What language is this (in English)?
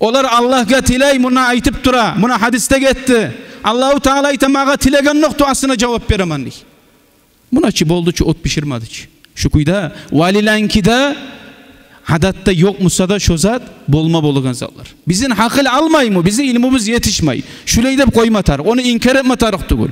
Kumyk